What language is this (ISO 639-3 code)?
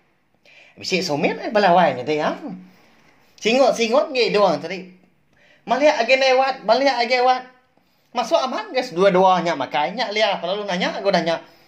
iba